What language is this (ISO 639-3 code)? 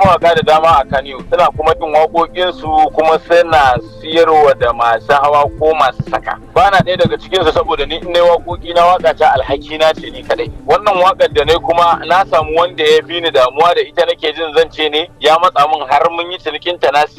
hau